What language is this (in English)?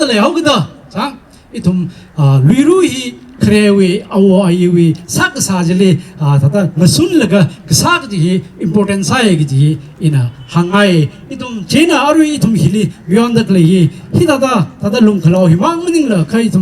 Tangkhul Naga (India)